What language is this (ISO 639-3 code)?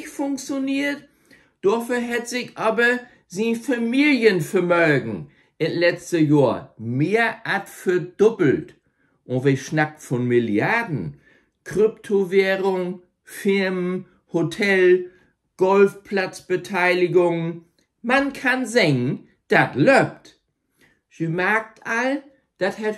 nds